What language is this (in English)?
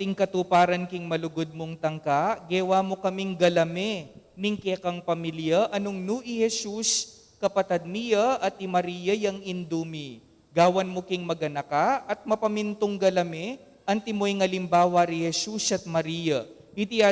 Pampanga